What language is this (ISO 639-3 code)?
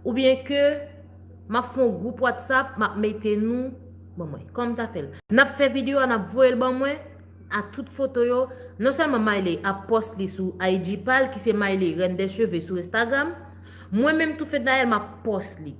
hat